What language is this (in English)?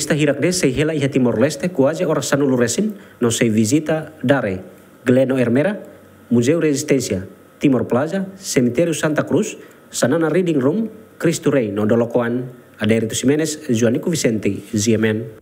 Tetum